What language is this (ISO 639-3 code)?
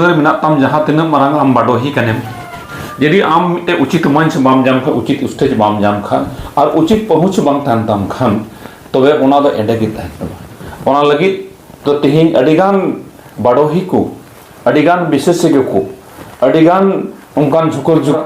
sat